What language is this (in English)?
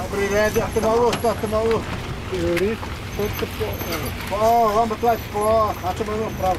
Xavánte